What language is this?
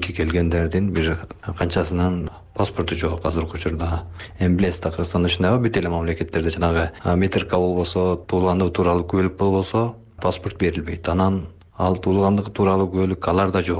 Kyrgyz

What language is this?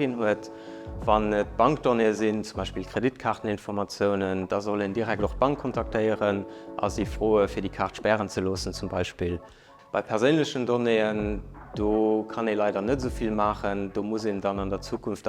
Luxembourgish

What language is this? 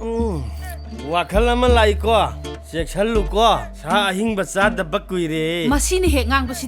Manipuri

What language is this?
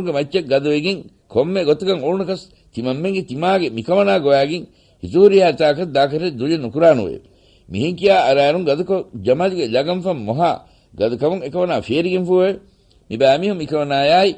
Divehi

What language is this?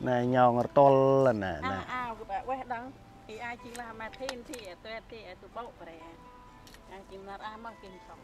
Central Mnong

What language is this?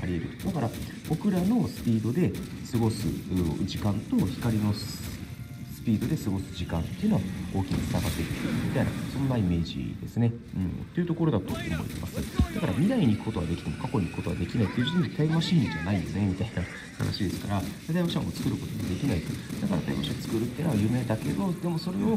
Japanese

